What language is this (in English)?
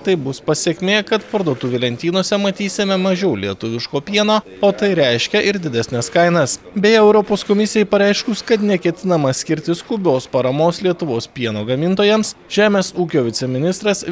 Lithuanian